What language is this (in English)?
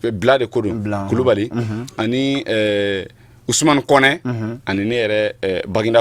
Bambara